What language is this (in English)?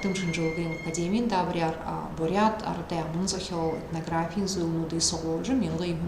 Buriat